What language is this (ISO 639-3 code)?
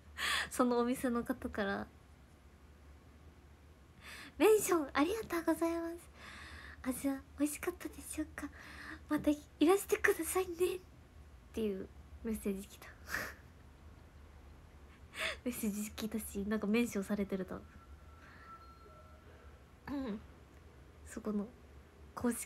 jpn